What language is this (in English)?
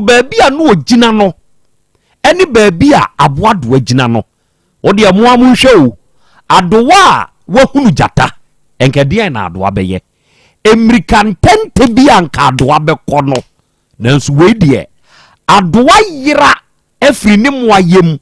Akan